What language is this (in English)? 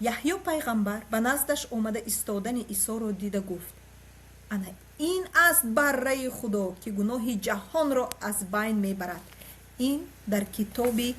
Tajik